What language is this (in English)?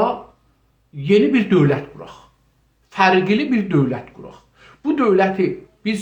South Azerbaijani